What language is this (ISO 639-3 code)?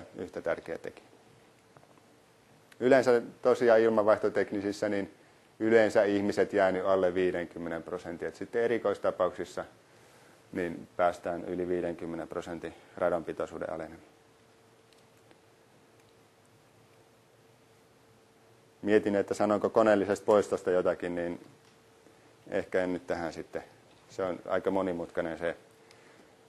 fin